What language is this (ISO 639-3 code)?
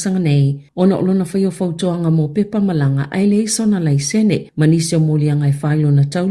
smo